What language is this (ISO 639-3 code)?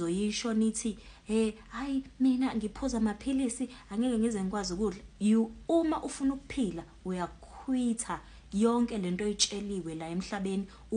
zul